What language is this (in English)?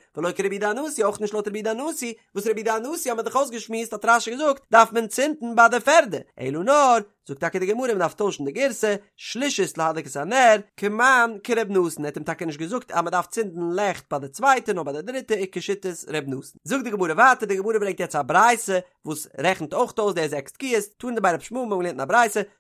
Yiddish